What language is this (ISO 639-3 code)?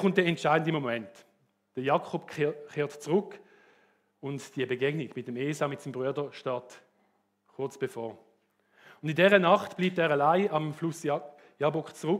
gsw